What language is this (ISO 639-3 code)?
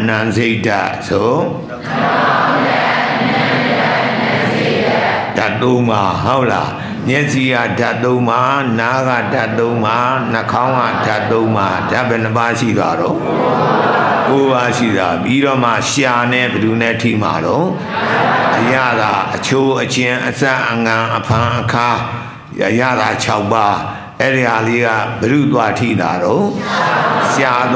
mya